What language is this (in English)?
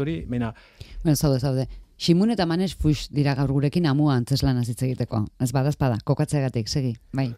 Basque